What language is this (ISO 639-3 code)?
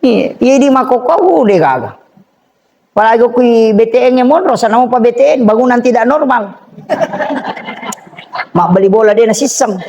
bug